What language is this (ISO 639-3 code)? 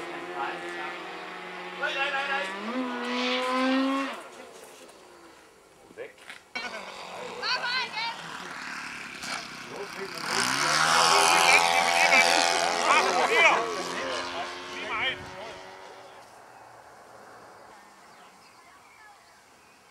dan